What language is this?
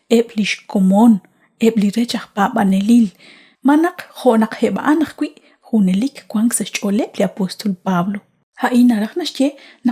Kekchí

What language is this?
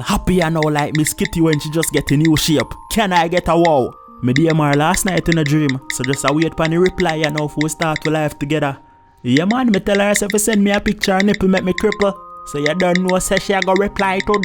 Jamaican Creole English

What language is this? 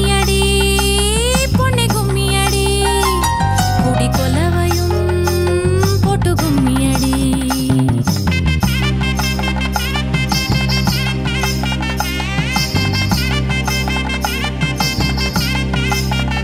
Tamil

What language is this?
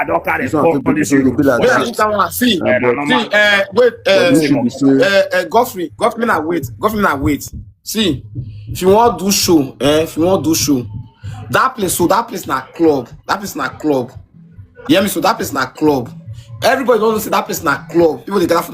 Nigerian Pidgin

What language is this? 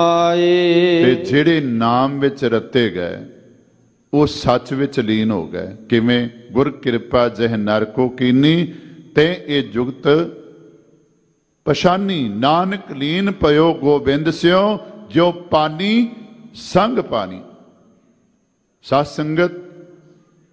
Punjabi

